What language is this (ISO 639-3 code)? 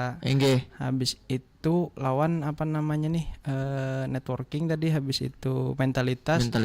bjn